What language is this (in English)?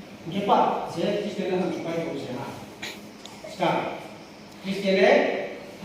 Riang (India)